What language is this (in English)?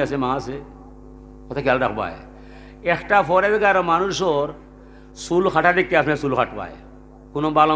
Sylheti